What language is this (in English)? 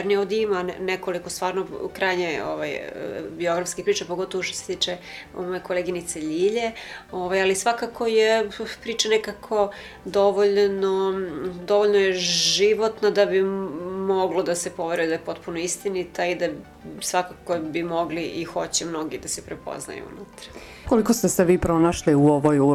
Serbian